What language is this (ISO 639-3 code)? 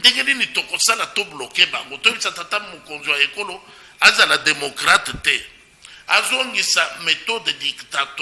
lin